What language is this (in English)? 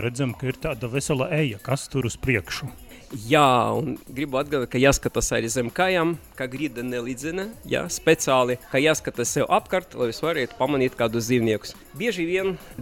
Latvian